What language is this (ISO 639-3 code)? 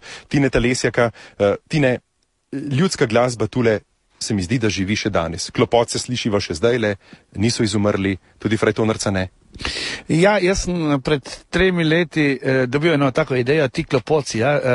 slv